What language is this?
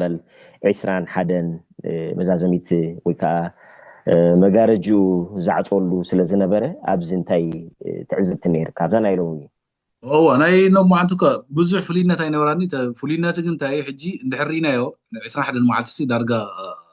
Tigrinya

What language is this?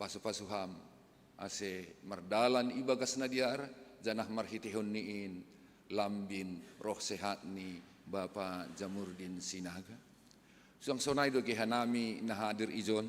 Batak Simalungun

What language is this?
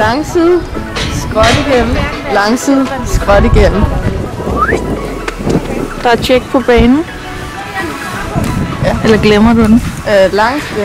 Danish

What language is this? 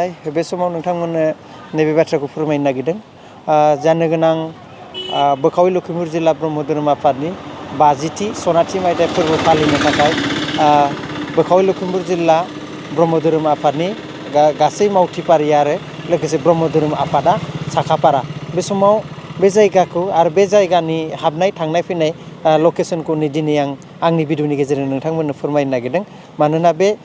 Bodo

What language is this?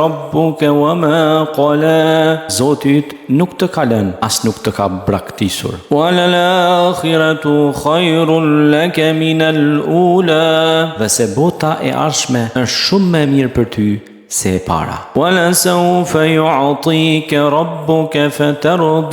Albanian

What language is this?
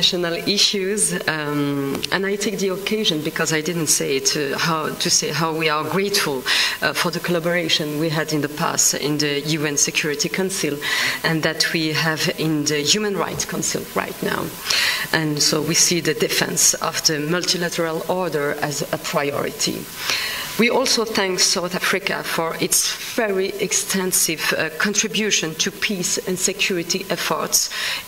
English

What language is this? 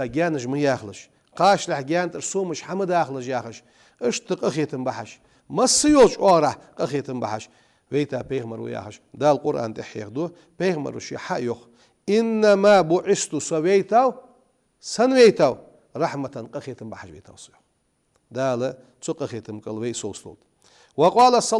Ingush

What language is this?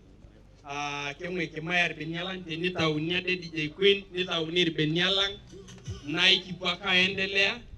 Masai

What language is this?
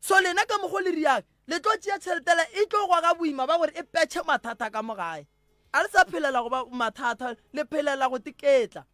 Northern Sotho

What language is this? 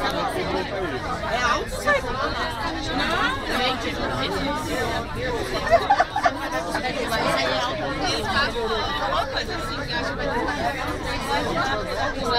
Portuguese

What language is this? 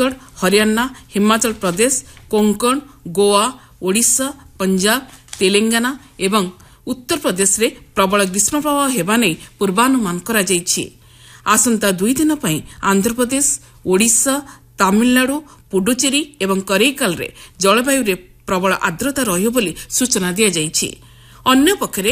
Odia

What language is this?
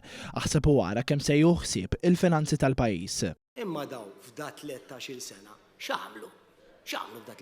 Maltese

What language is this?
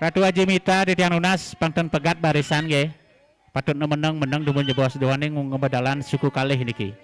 Balinese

